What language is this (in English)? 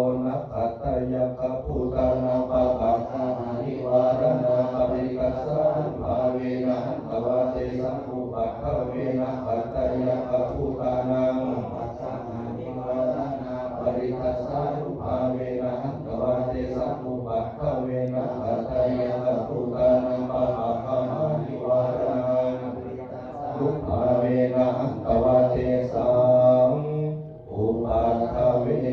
Pali